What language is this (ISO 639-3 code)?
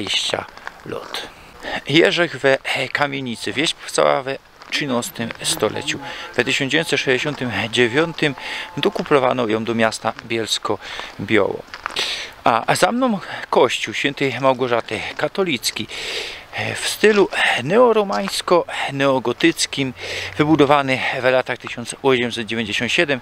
szl